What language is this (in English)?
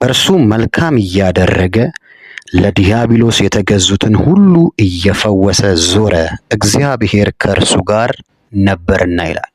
Amharic